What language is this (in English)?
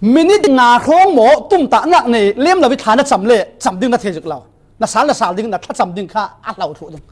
Falam Chin